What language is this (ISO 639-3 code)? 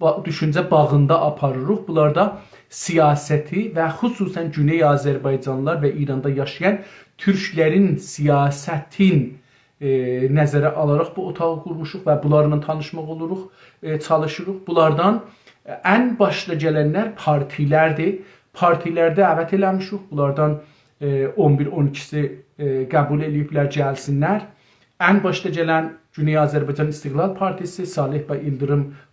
azb